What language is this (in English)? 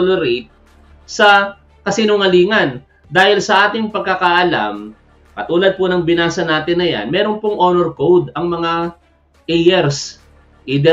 Filipino